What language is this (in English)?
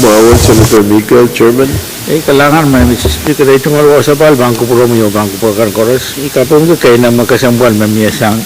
Pohnpeian